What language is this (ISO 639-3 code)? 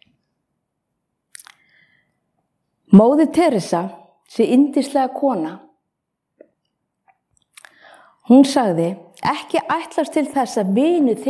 isl